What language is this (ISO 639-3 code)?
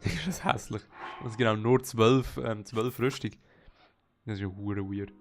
gsw